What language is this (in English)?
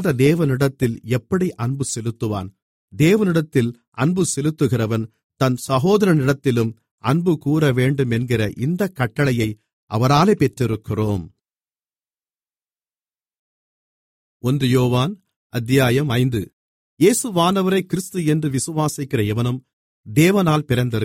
Tamil